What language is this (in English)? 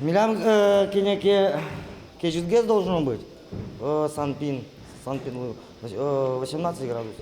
Udmurt